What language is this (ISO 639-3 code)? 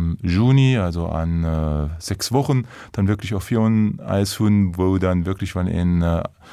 ltz